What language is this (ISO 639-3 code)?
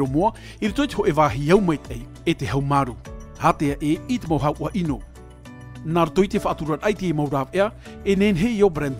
tah